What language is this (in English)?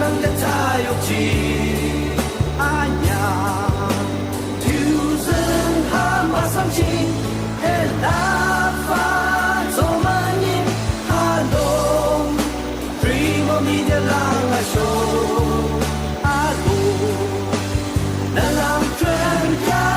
Yimchungru Naga